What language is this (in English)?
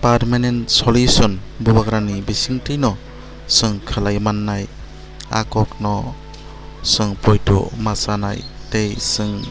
Kok Borok